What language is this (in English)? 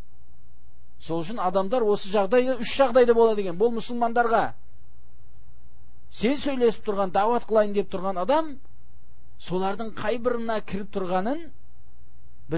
Kazakh